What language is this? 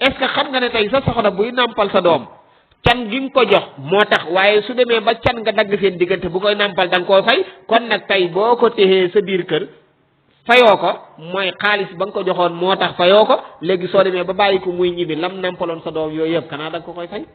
Wolof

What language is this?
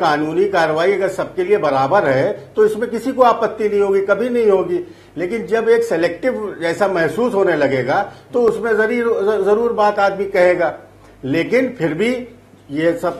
Hindi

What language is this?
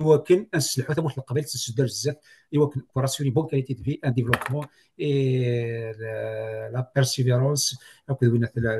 Kabyle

